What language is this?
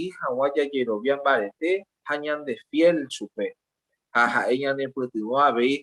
Guarani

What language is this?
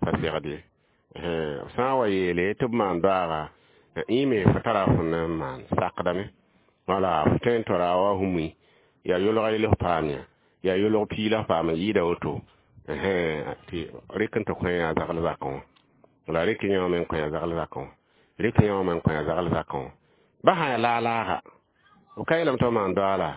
Mossi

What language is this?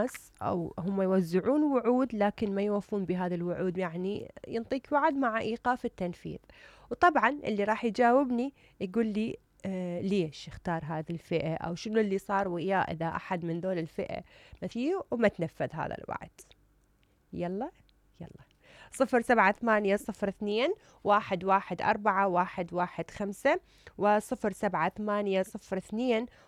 Mesopotamian Arabic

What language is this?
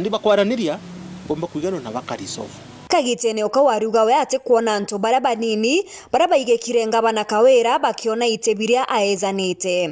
Meru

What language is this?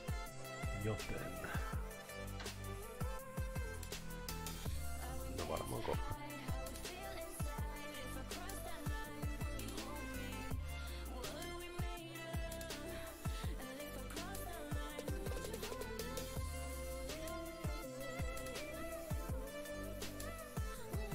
Finnish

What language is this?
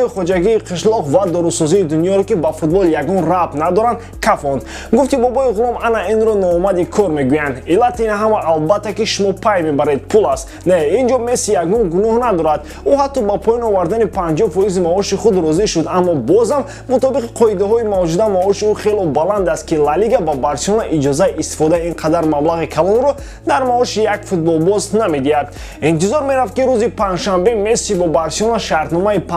Tajik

